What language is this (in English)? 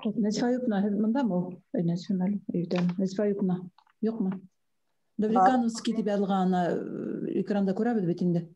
Bashkir